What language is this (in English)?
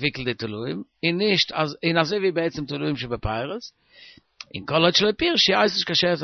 Yiddish